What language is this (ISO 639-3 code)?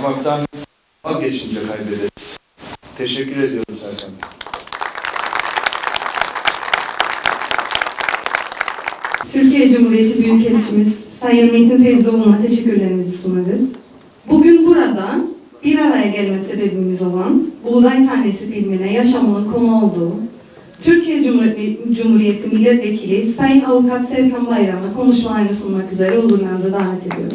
tur